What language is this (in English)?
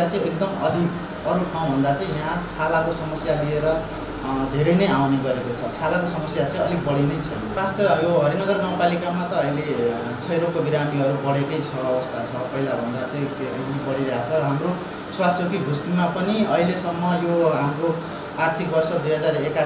Nepali